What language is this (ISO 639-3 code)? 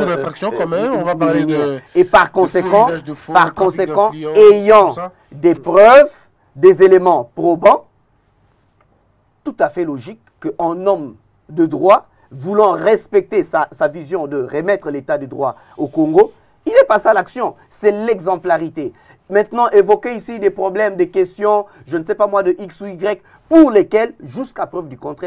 fra